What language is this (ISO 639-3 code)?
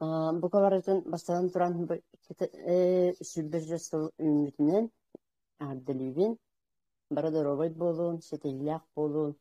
sah